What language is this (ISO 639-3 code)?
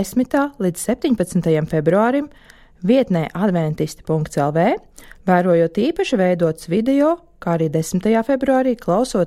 lav